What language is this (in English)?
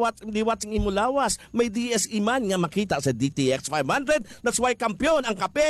Hiligaynon